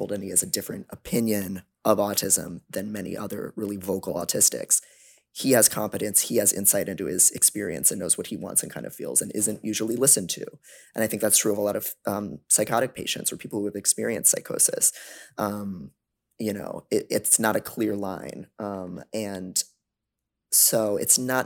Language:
English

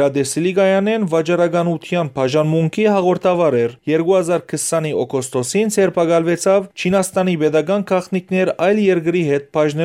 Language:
Western Armenian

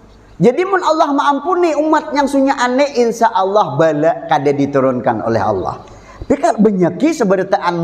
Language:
Banjar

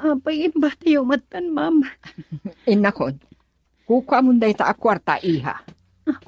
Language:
Iloko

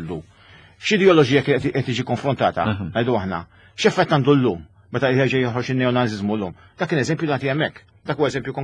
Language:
Maltese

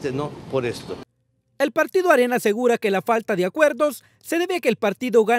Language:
Spanish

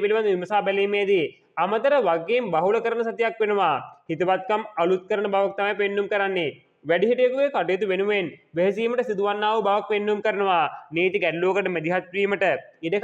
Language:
Sinhala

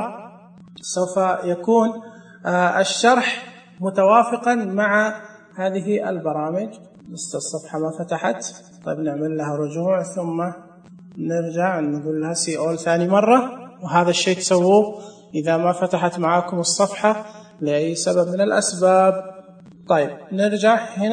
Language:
Najdi Arabic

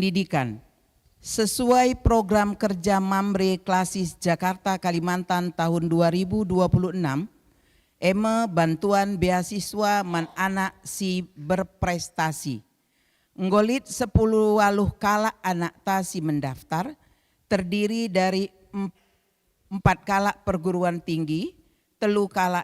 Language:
Batak Karo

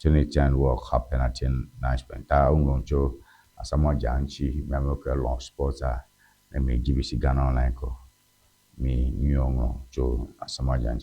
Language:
Ewe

